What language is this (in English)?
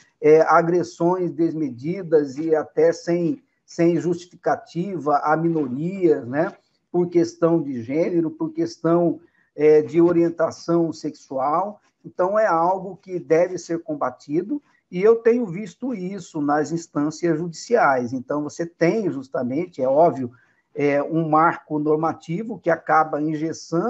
Portuguese